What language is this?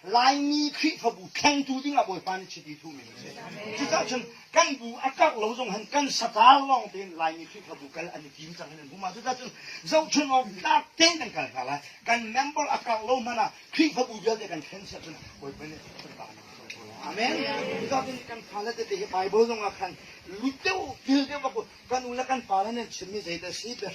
Hakha Chin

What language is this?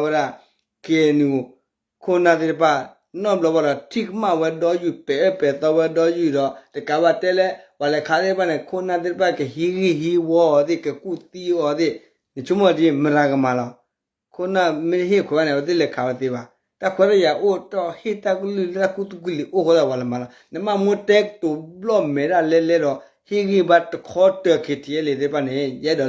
S'gaw Karen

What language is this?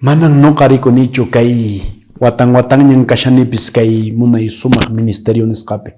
Quechua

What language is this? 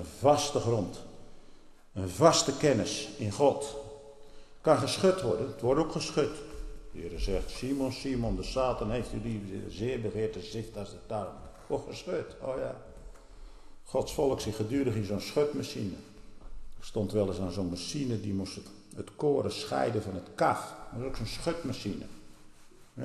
Dutch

